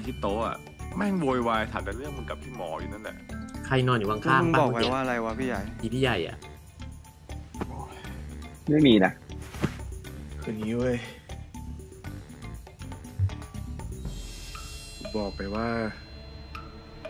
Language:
Thai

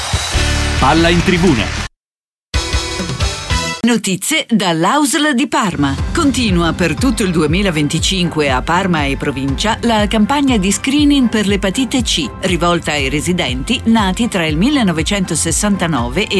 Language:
Italian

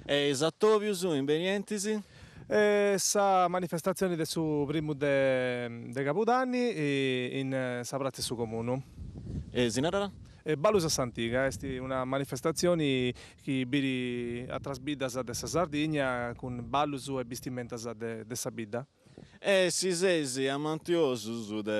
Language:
Sardinian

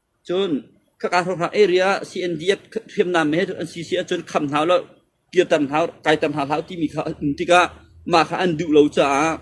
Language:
Hakha Chin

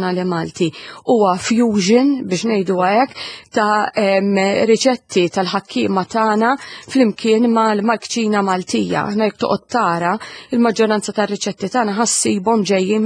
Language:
Maltese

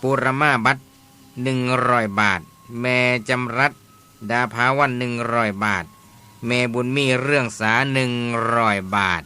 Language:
Northeastern Thai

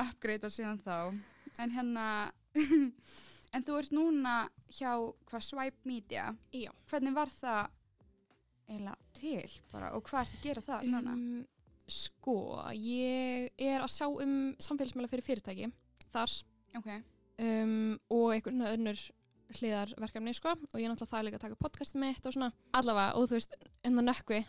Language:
Icelandic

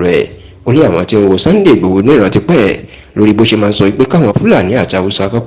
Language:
Yoruba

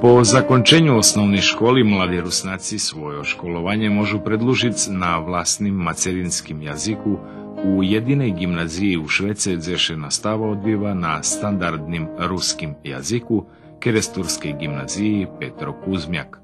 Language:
Rusyn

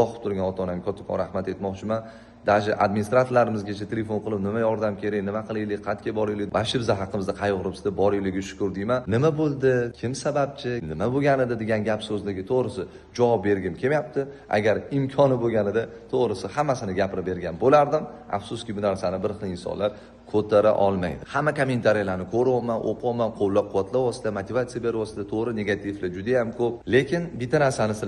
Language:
Uzbek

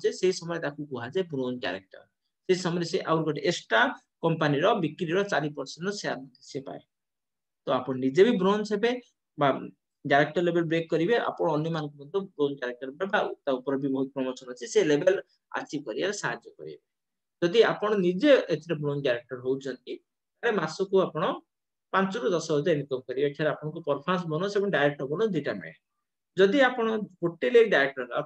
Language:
Odia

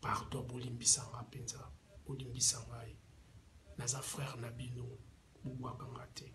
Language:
Lingala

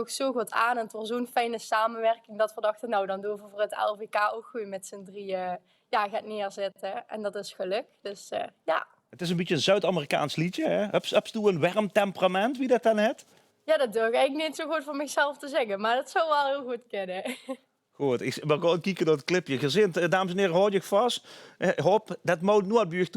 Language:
Limburgish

